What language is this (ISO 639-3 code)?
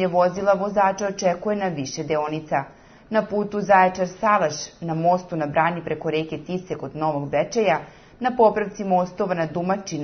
srp